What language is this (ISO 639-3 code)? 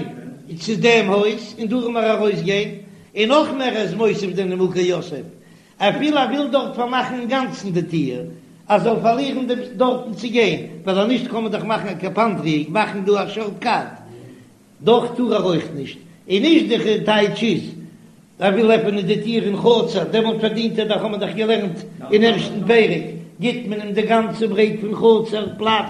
yid